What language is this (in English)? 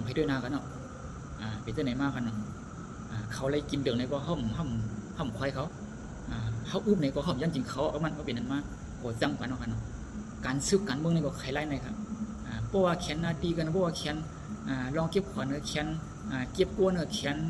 Shan